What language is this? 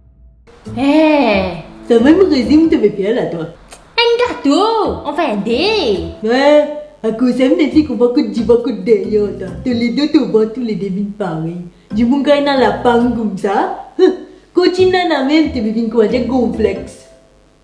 Morisyen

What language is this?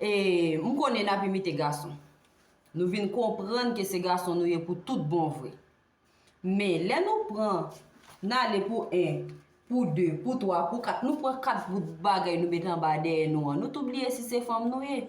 Haitian Creole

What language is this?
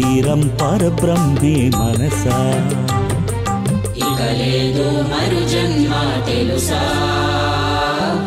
Telugu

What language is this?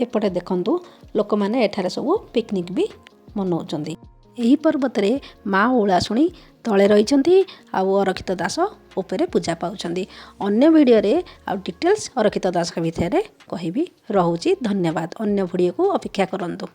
Odia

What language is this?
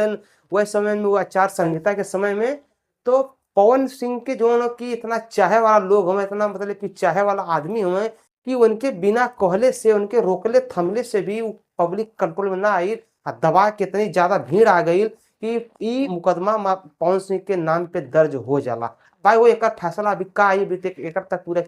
Bhojpuri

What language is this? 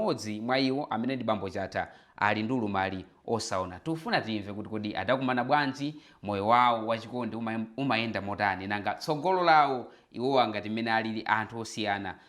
Nyanja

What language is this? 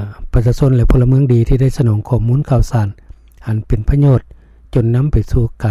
Lao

